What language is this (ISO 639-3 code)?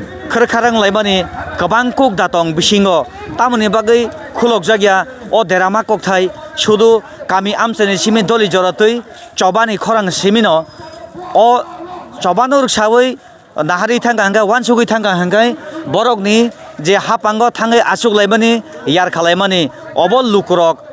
trp